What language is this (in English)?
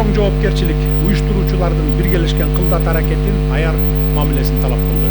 Kyrgyz